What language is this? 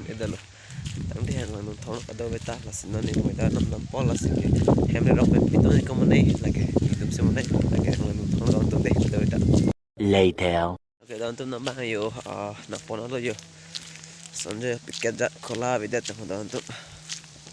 Karbi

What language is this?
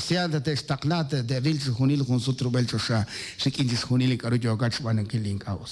Kekchí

